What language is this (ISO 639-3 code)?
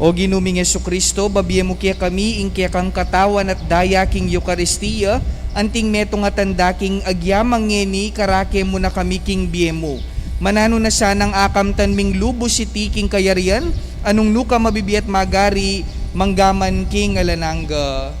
pam